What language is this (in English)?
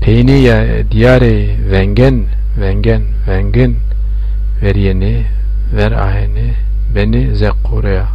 Zaza